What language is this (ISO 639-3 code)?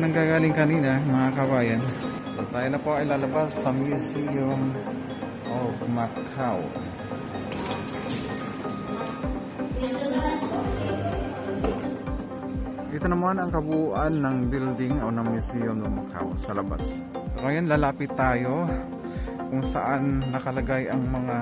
fil